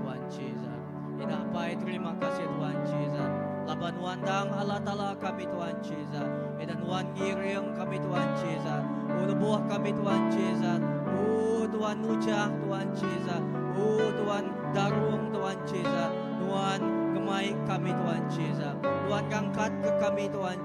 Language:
Iban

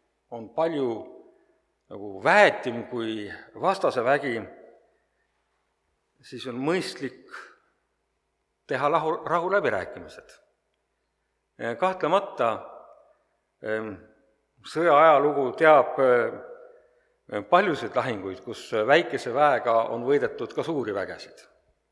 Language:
Estonian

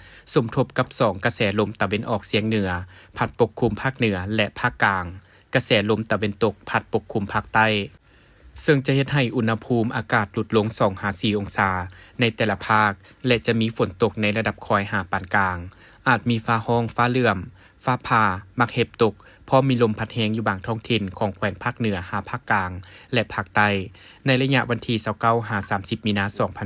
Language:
Lao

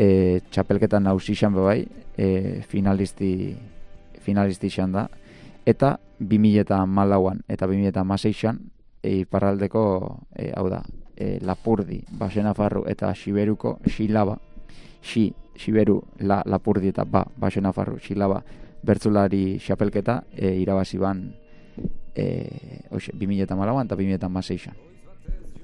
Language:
Basque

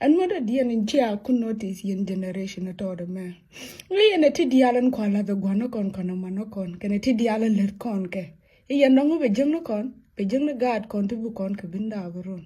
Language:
Nuer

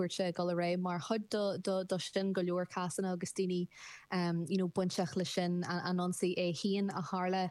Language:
Irish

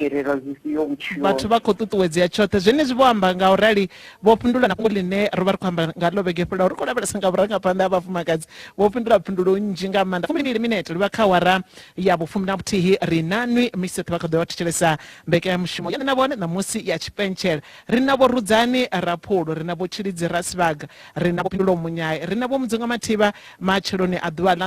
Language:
Venda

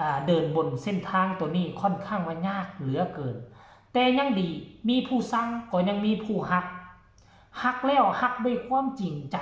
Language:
Northeastern Thai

